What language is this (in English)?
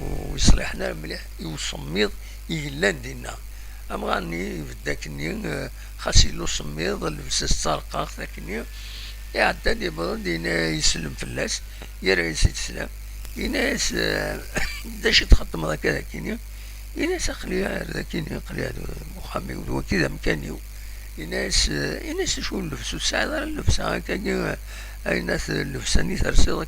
Kabyle